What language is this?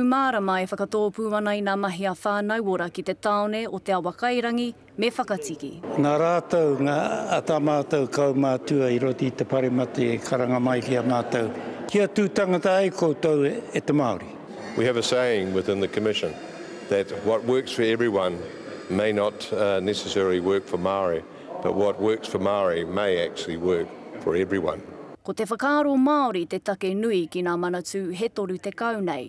Māori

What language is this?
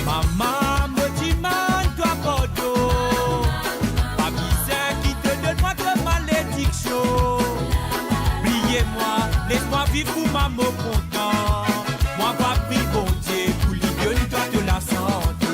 Morisyen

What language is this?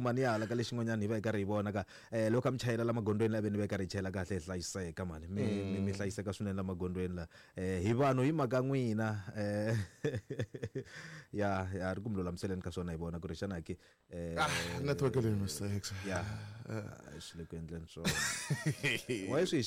Tsonga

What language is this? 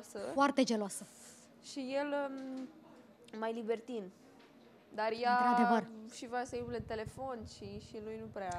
Romanian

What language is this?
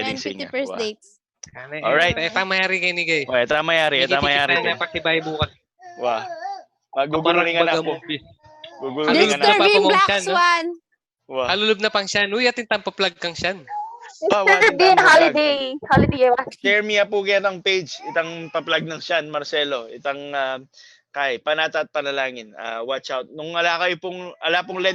Pampanga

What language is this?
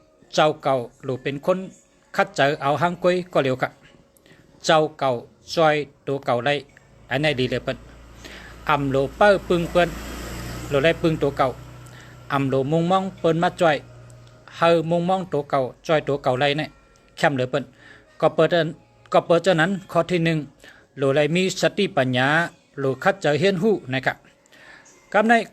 Shan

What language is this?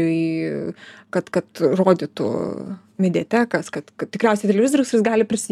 Lithuanian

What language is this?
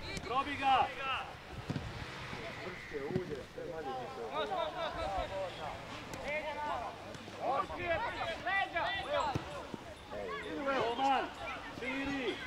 Croatian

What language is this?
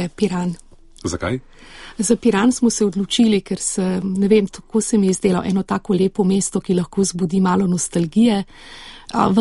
Slovenian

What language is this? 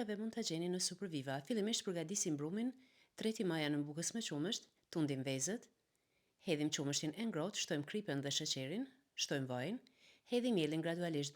Albanian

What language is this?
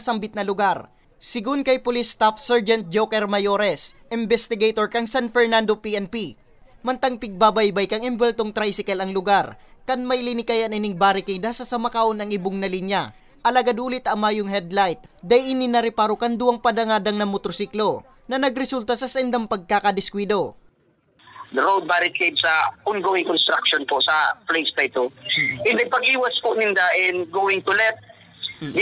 Bikol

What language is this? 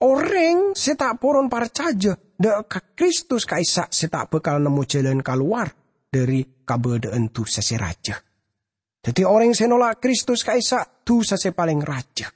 Madurese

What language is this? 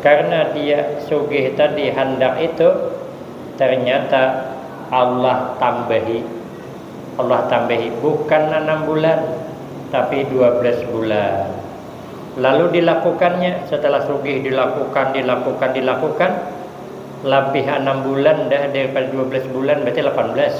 Banjar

